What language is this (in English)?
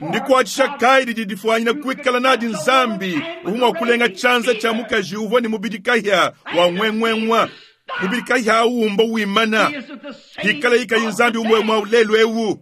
Luba-Lulua